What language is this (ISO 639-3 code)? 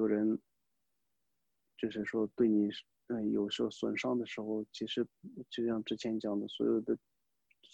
zho